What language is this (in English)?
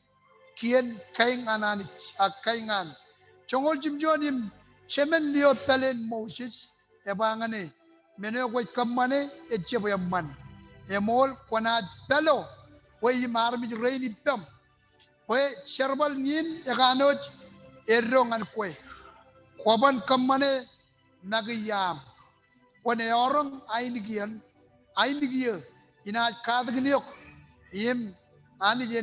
Marshallese